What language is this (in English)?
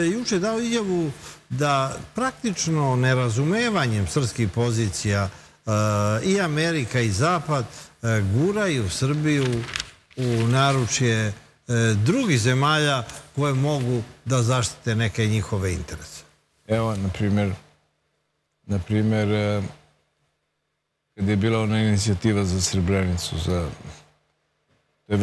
Serbian